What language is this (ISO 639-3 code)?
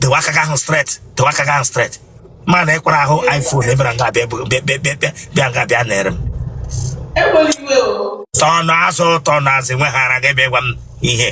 ibo